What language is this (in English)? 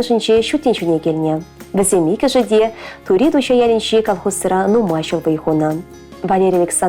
Chuvash